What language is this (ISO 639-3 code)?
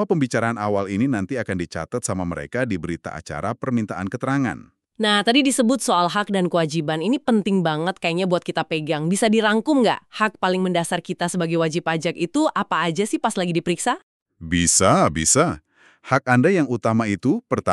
ind